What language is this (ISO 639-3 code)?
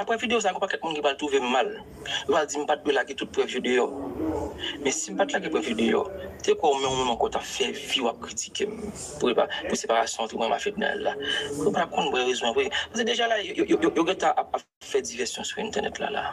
hat